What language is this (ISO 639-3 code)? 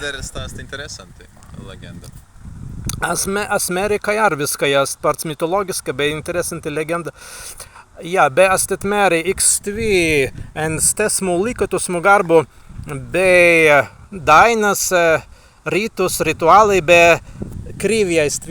prg